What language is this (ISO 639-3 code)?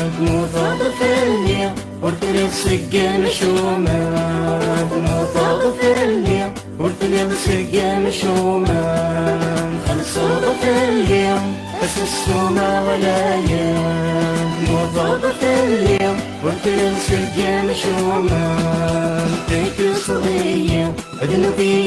kab